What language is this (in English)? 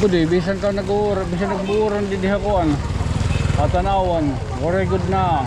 Waray